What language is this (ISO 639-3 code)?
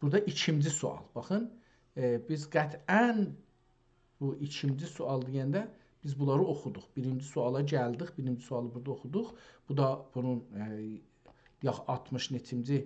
azb